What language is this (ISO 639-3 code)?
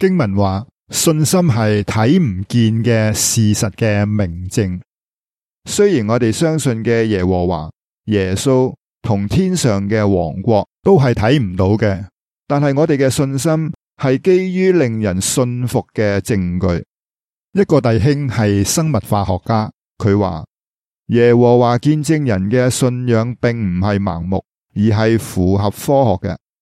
yue